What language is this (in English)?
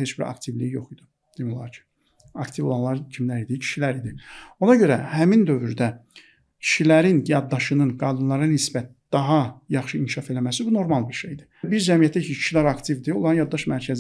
Azerbaijani